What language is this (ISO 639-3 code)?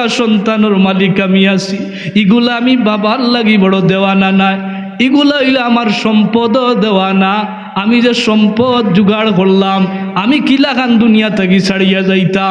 syl